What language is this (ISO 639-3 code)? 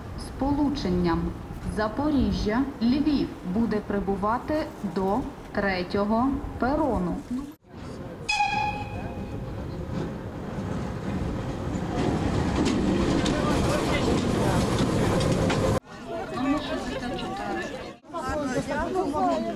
ukr